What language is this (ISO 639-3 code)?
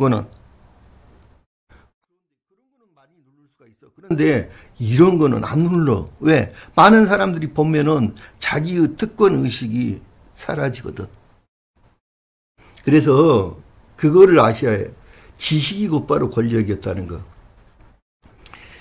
kor